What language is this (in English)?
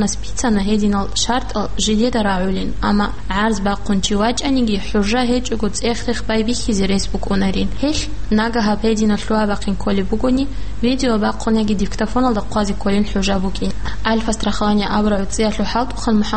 Avaric